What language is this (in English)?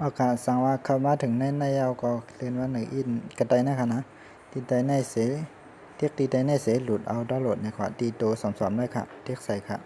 Shan